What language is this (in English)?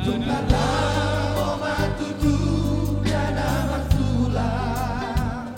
Batak Toba